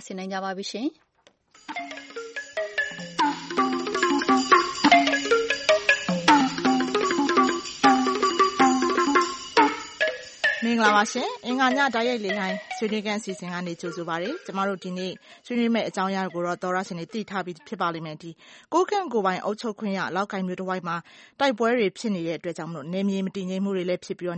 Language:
Burmese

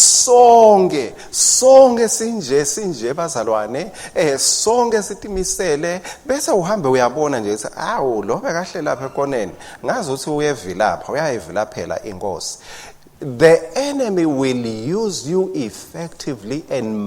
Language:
Swati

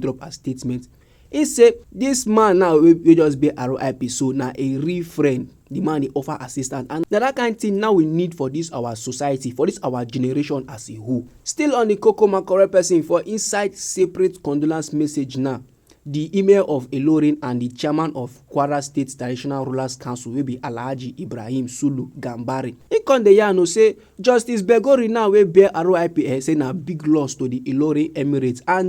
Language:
Nigerian Pidgin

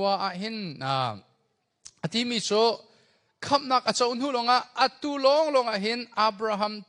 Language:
Hakha Chin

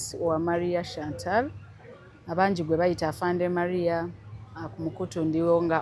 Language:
Ganda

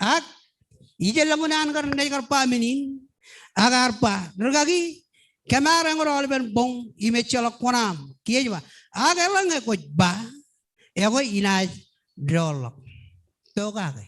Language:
Marshallese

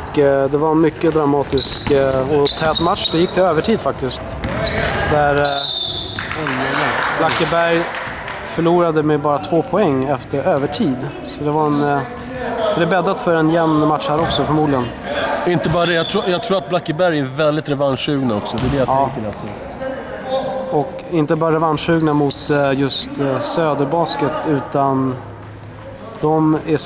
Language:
Swedish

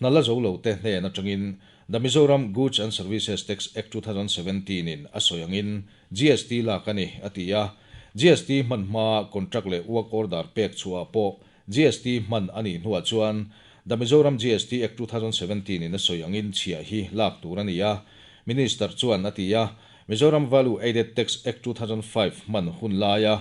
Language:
Mizo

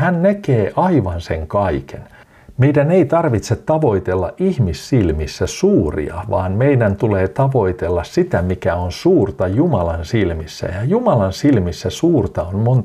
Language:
Finnish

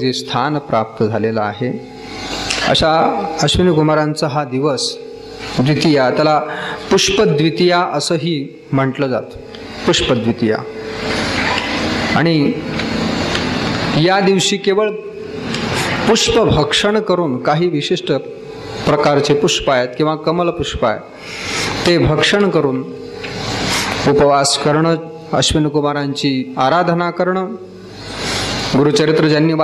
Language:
Marathi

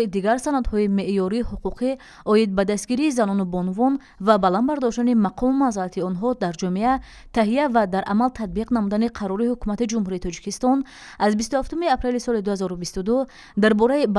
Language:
Tajik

